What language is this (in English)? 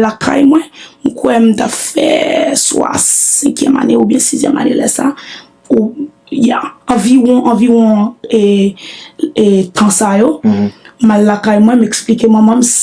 Haitian Creole